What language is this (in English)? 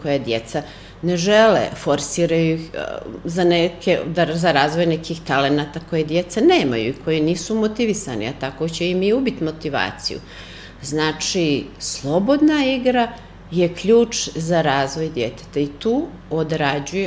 Serbian